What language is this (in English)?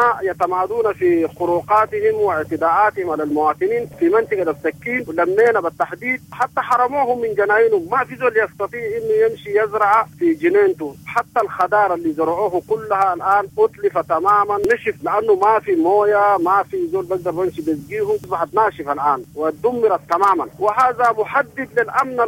Sudanese Arabic